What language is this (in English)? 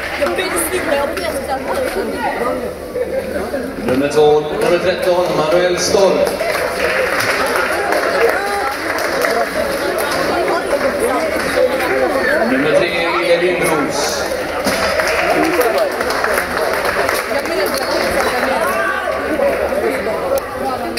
Swedish